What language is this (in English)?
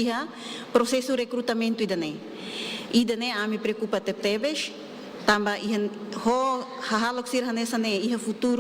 Tetum